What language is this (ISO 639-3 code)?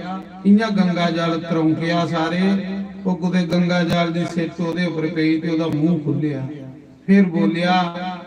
doi